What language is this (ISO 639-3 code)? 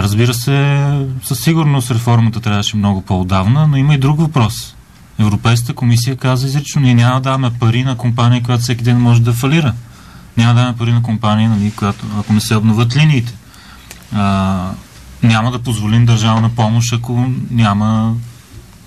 bul